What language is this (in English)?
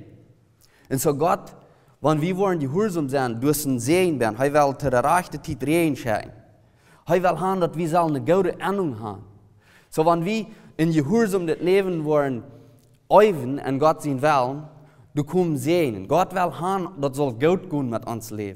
Plautdietsch